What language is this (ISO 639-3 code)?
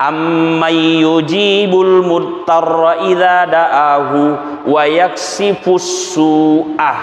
bug